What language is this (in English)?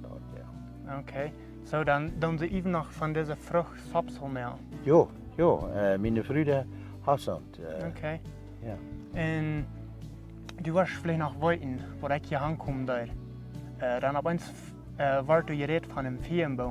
Plautdietsch